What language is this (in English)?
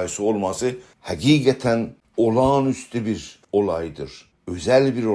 South Azerbaijani